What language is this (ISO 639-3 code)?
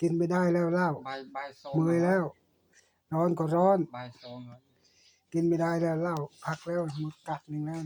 lao